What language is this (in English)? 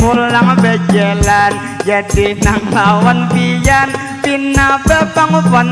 Banjar